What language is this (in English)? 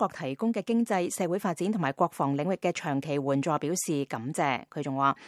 Cantonese